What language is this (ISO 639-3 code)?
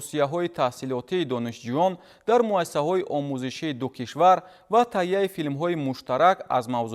tgk